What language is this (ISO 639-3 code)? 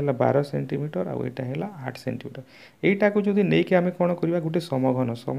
ori